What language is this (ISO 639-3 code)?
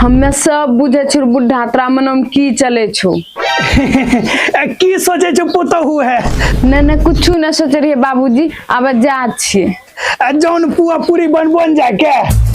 mai